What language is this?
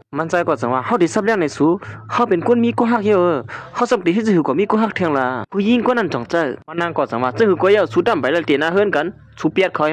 Shan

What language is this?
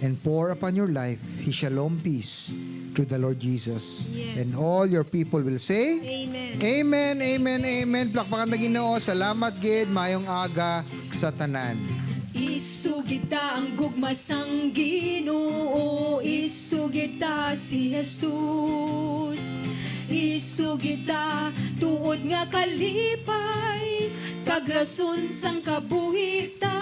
Hiligaynon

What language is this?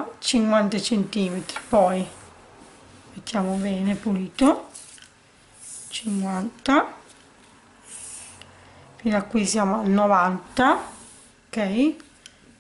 Italian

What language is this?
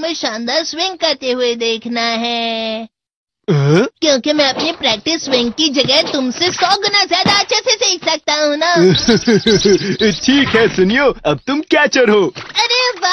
Hindi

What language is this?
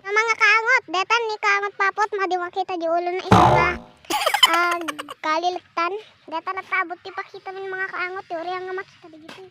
Iloko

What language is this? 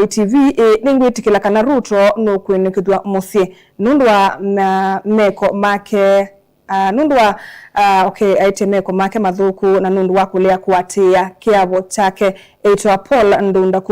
Kamba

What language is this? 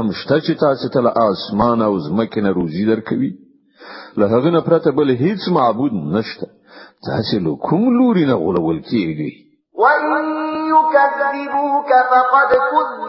Pashto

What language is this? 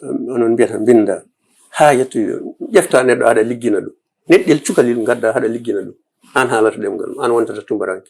Fula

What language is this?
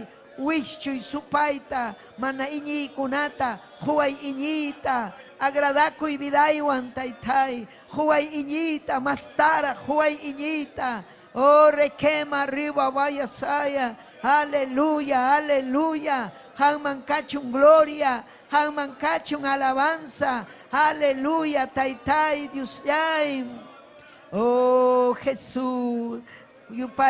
Ayacucho Quechua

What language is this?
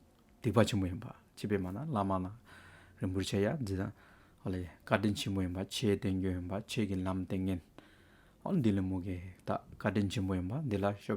Hyolmo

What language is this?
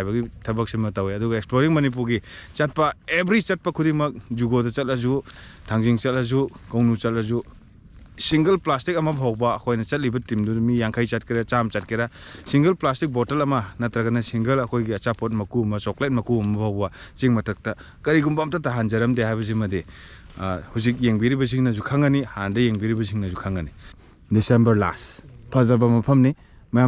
Manipuri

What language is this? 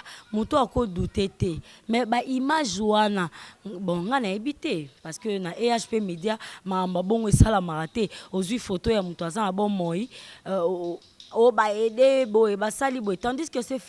Lingala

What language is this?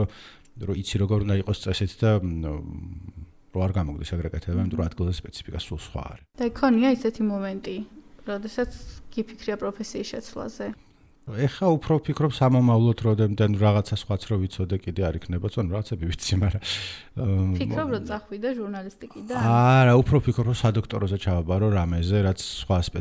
Georgian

